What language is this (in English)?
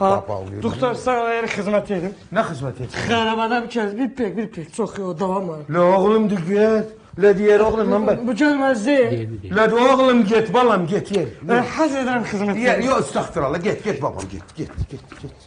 South Azerbaijani